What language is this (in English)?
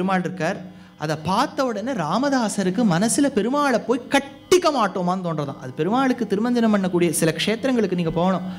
Tamil